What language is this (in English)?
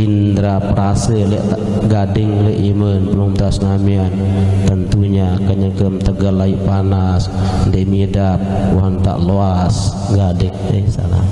Sasak